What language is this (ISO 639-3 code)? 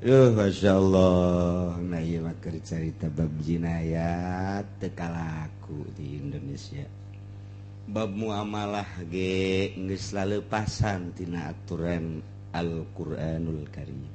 sun